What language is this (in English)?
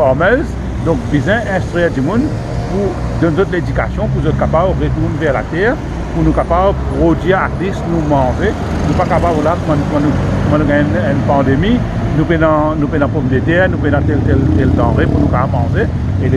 Morisyen